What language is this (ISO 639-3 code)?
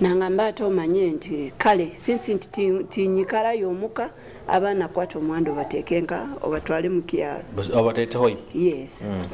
nyo